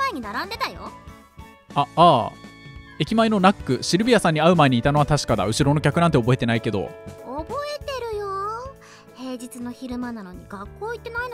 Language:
Japanese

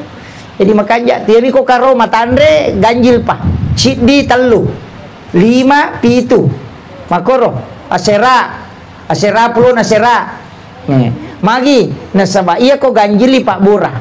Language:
Buginese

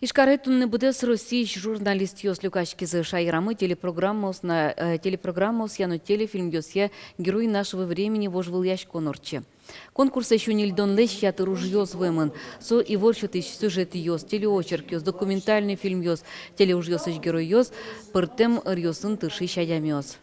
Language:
Udmurt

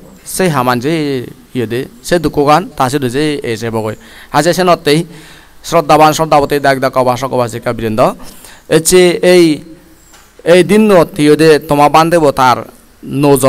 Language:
Chakma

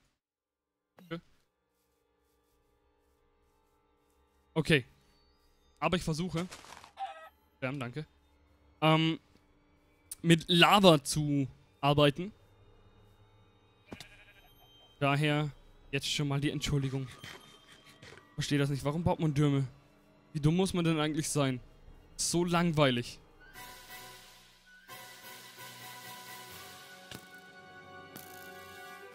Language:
German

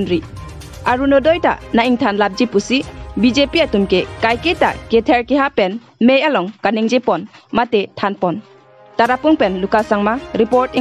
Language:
Karbi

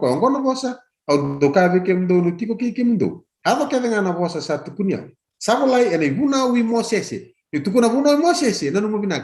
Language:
Fijian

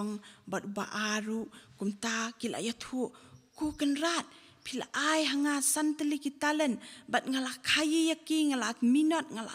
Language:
Khasi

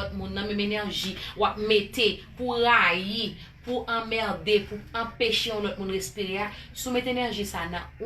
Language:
Haitian Creole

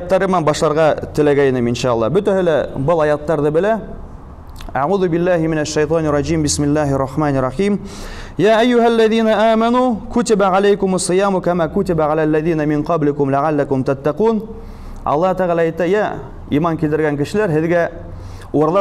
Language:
Bashkir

